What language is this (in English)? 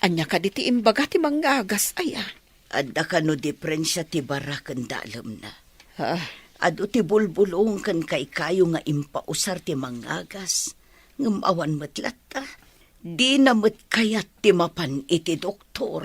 Iloko